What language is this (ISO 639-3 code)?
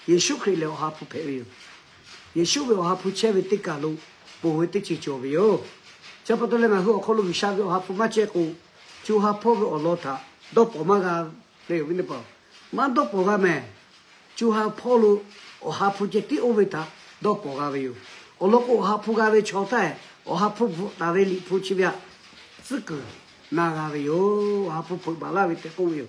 lhu